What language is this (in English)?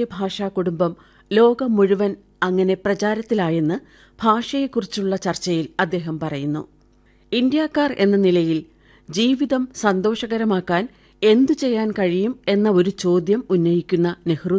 Malayalam